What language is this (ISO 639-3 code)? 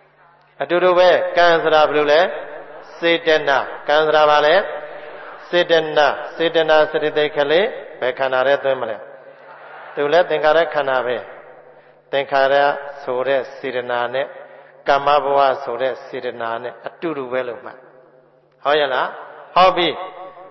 mya